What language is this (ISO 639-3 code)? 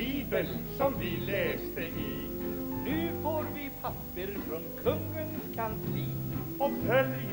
swe